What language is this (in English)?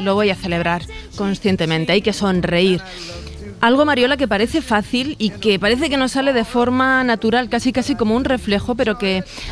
Spanish